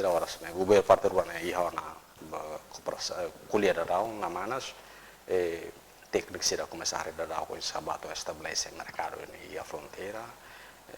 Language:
Tetum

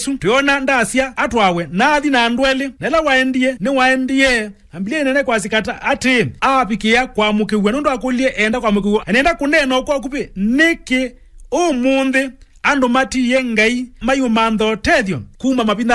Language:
Kamba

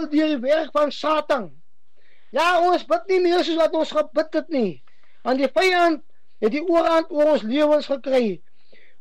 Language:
Afrikaans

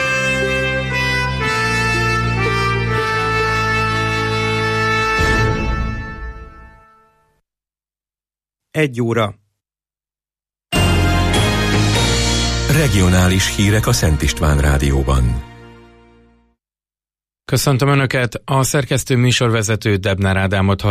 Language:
Hungarian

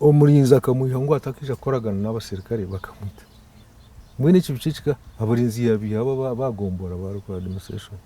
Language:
Nyankole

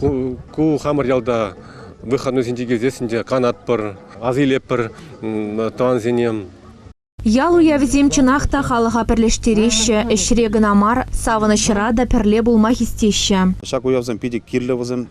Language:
Chuvash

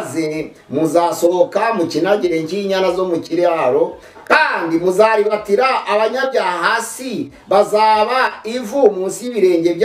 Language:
Kinyarwanda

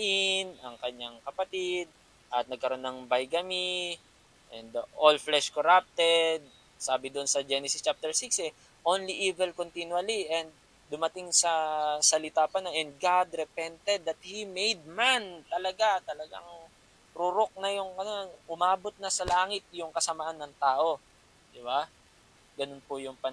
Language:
Filipino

